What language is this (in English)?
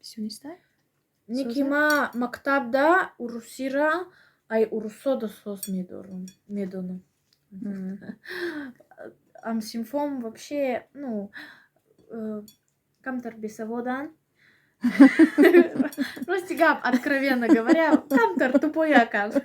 Tajik